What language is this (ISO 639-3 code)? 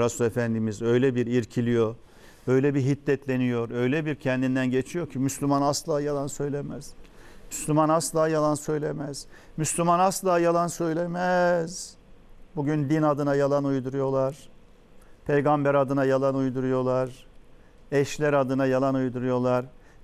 tur